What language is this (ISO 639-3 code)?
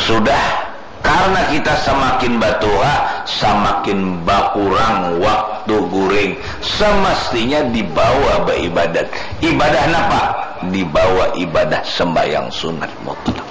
bjn